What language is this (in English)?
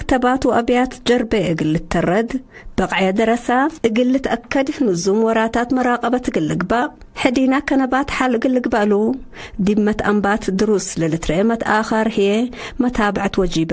Tigre